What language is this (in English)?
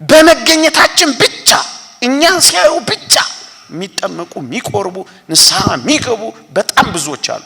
Amharic